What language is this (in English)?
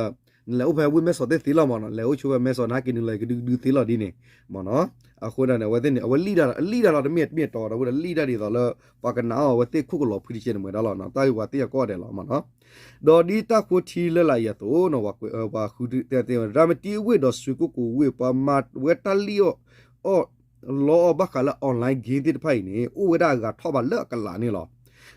S'gaw Karen